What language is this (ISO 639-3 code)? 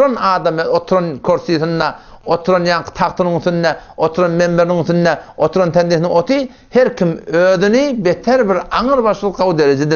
tuk